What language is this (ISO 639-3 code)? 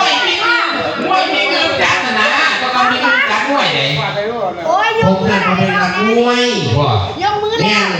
tts